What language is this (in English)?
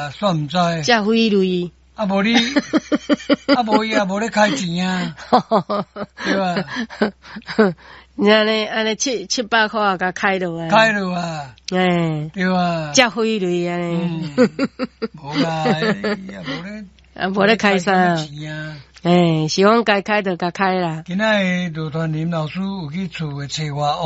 Min Nan Chinese